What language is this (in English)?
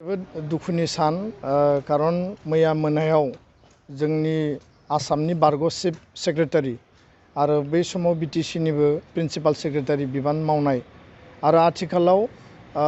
Bodo